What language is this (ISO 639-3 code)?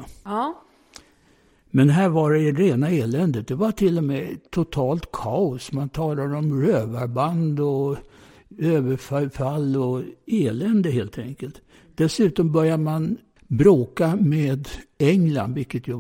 swe